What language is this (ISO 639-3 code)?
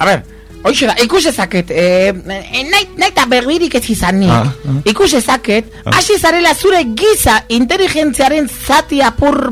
eus